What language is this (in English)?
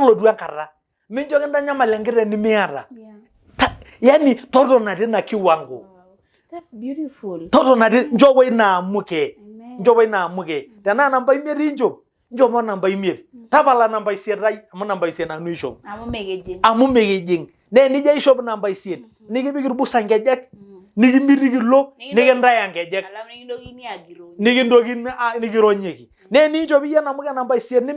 Masai